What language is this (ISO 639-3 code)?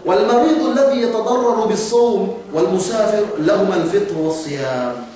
yka